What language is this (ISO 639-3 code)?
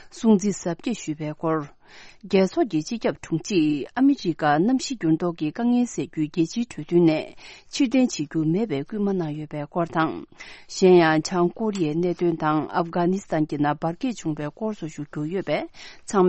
bod